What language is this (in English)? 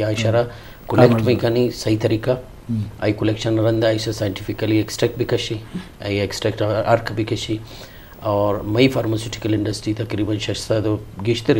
Eastern Balochi